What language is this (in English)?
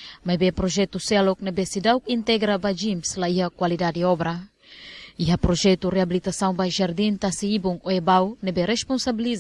Tetum